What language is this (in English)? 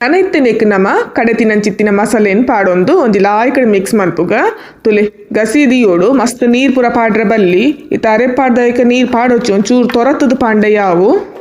Tulu